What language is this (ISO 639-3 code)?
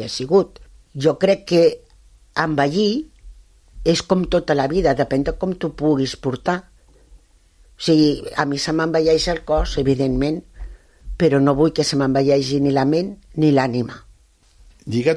cat